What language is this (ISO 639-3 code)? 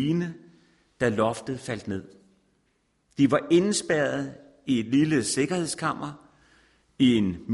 dan